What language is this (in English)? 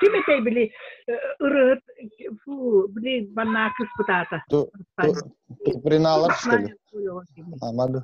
Yakut